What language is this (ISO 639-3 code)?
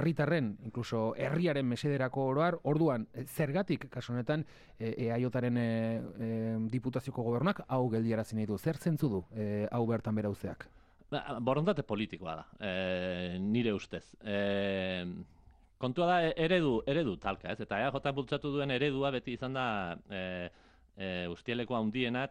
eus